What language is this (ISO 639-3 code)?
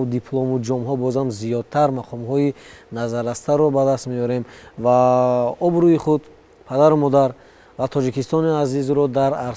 tgk